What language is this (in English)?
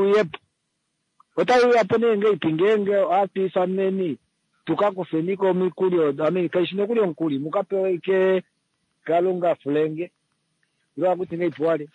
Kuanyama